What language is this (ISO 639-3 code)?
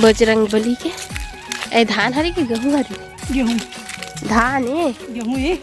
hne